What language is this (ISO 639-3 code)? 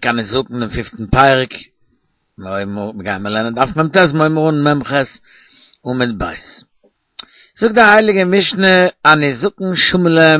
yid